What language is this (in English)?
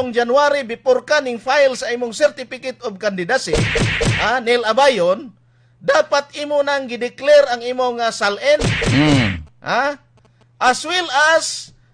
Cebuano